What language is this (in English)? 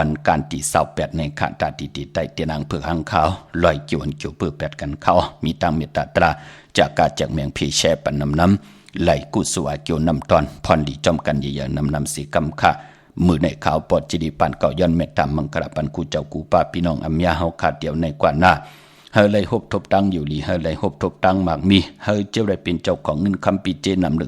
Shan